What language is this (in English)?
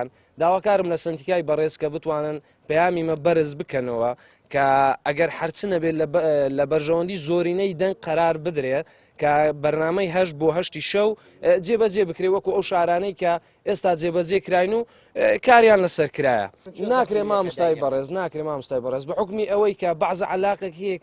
Central Kurdish